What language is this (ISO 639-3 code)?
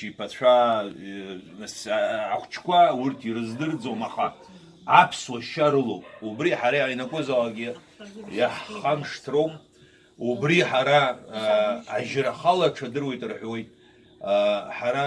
abk